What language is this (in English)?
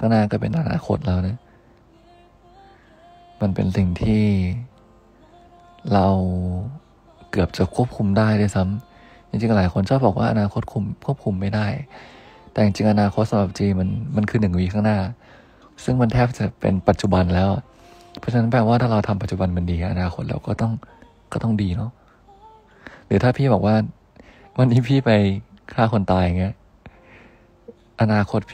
Thai